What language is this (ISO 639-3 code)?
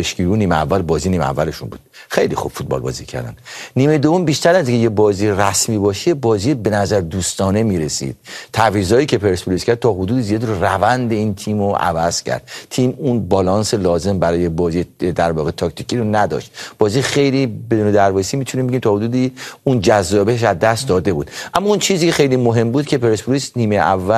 fas